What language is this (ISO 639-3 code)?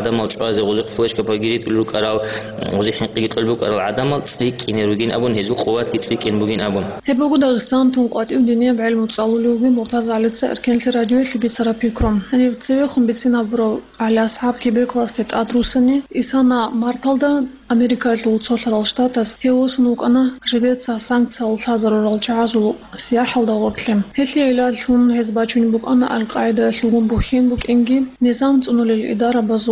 ava